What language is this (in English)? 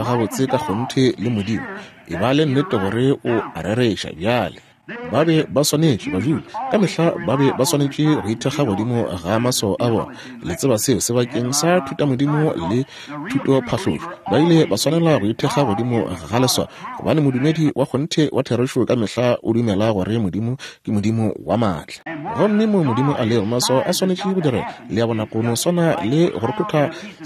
Northern Sotho